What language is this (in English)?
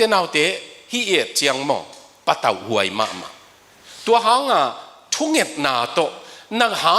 Tedim Chin